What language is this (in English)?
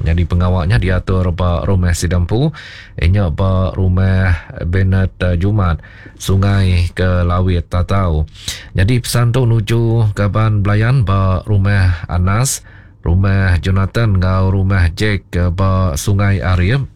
Iban